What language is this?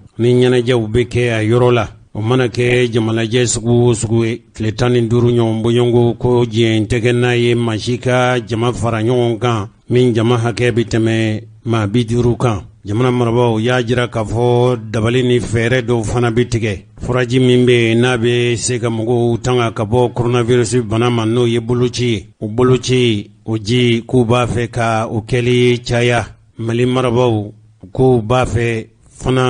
Bambara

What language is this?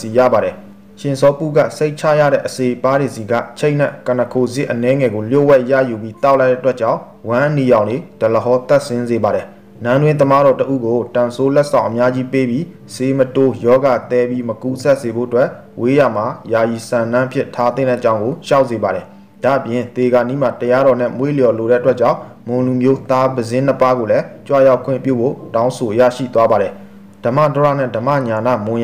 Burmese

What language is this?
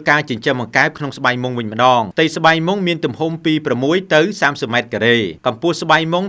Khmer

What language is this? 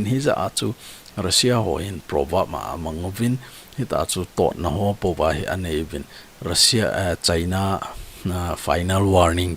Thado Chin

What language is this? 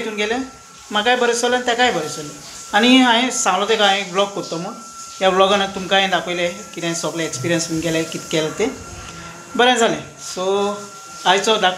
Konkani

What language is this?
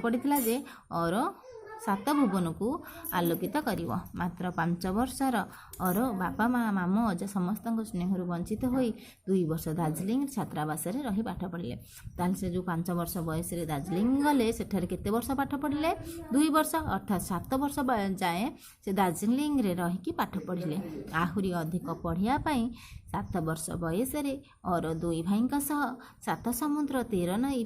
Odia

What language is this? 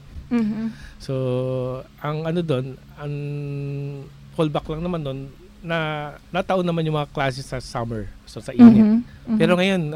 Filipino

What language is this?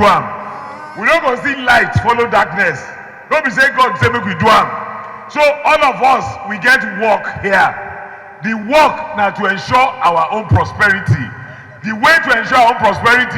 Nigerian Pidgin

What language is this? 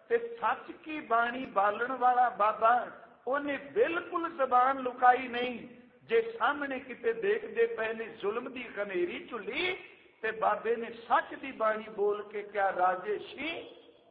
Punjabi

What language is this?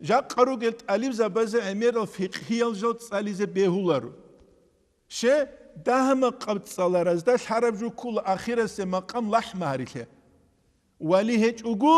Avaric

